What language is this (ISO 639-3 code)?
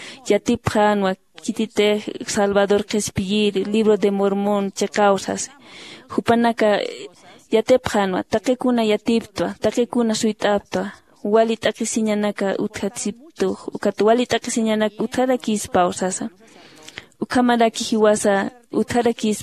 aym